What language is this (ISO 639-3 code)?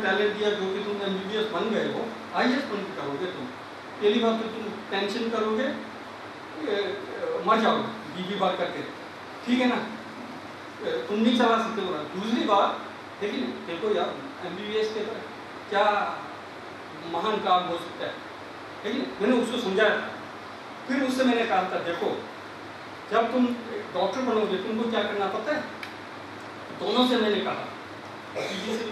hin